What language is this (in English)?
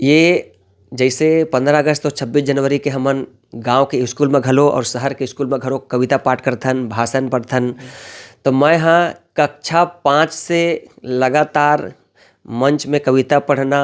Chhattisgarhi